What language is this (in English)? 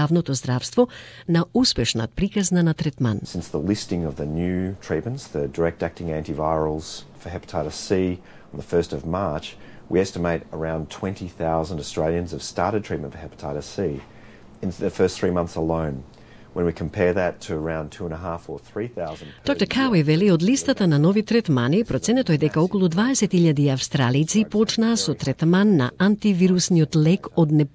Macedonian